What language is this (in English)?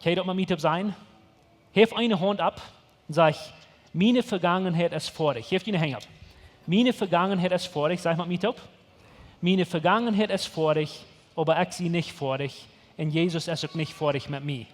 Plautdietsch